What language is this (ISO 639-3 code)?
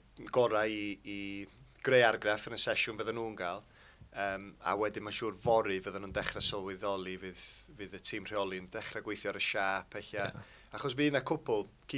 cym